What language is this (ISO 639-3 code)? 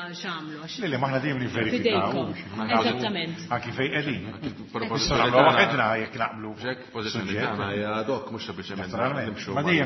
mlt